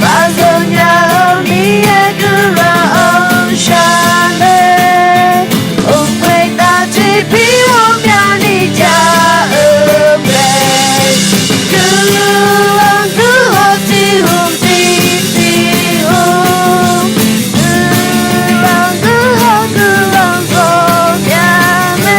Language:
Akha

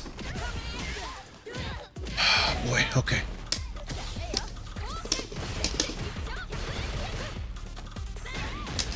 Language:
English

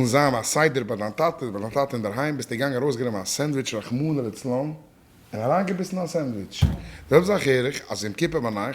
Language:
Yiddish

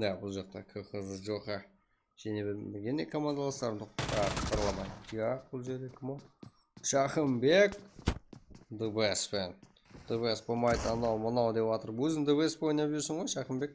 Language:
Kara-Kalpak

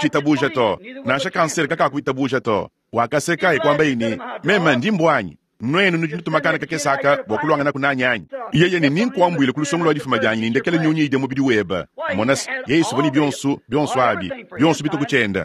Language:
Luba-Lulua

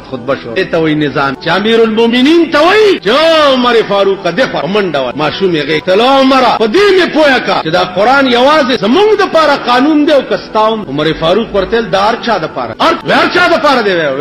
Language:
Pashto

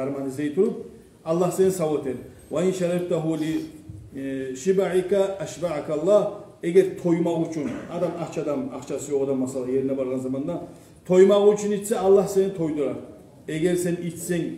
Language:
Kumyk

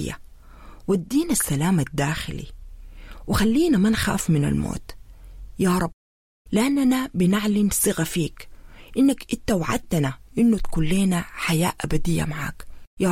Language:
Sudanese Arabic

